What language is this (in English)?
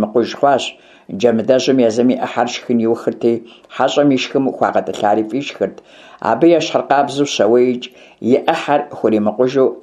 Kabardian